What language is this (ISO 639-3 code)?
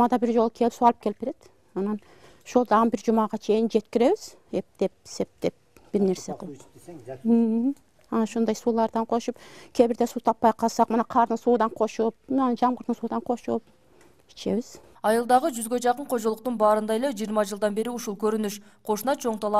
kir